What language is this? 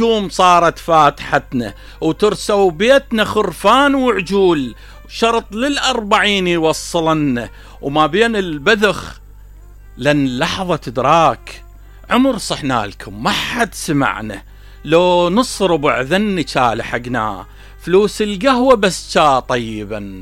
Mesopotamian Arabic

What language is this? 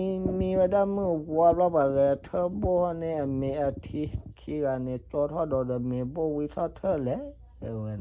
S'gaw Karen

